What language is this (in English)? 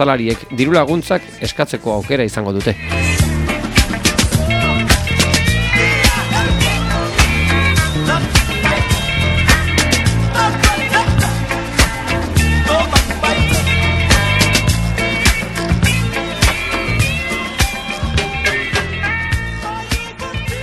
Basque